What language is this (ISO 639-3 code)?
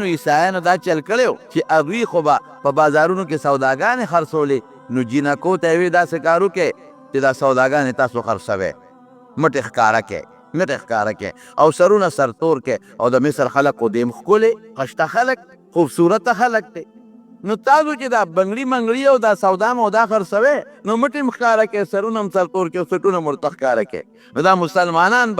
pus